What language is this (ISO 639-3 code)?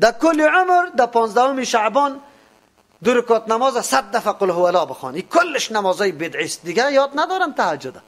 fas